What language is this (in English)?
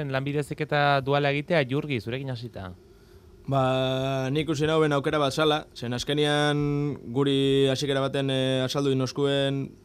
Basque